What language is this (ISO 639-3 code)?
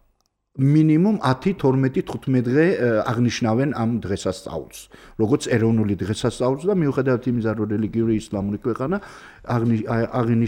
kat